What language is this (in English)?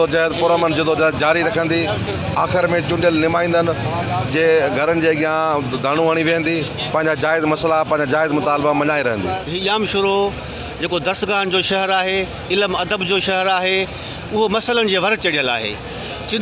Sindhi